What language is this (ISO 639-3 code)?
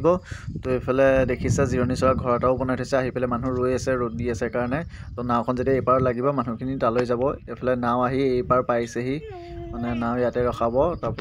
asm